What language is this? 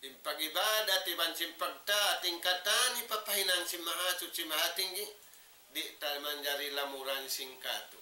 Tausug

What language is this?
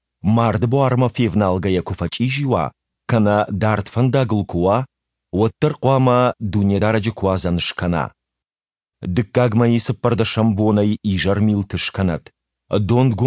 Ossetic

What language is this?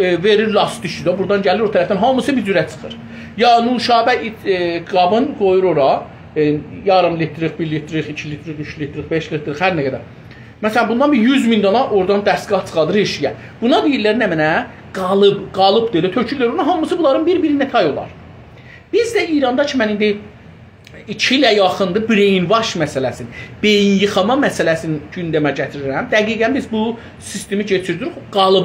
South Azerbaijani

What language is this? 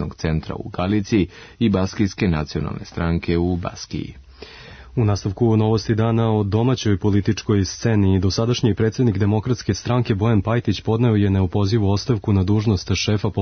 Serbian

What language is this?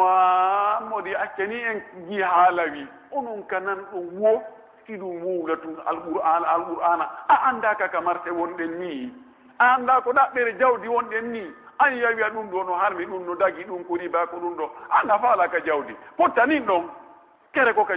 Pular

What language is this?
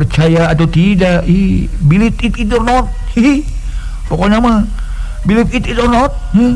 Sundanese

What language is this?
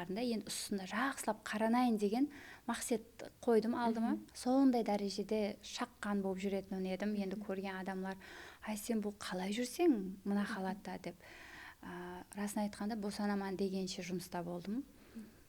Kara-Kalpak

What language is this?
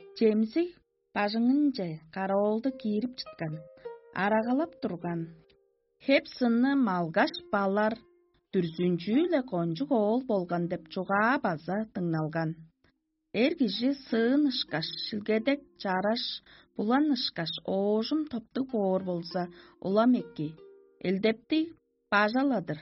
Tuvinian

